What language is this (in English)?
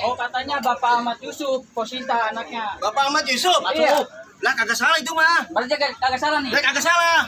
Betawi